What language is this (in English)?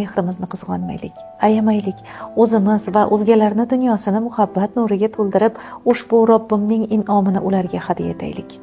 Uzbek